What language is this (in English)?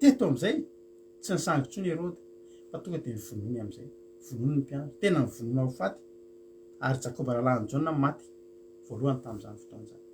Malagasy